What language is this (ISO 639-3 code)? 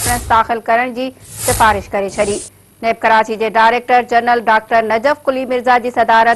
snd